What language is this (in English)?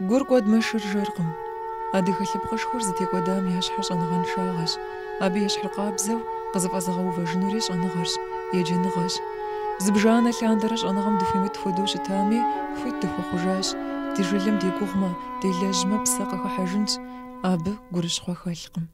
Kabardian